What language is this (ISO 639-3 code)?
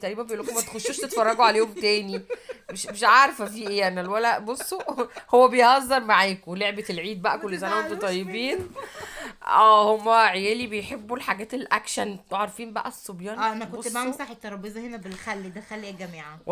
arz